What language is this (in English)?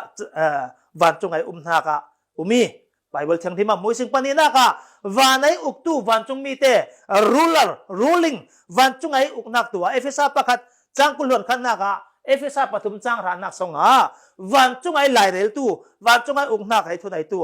Falam Chin